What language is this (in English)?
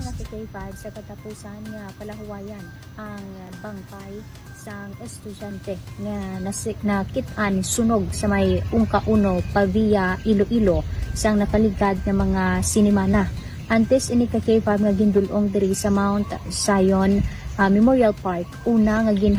Hiligaynon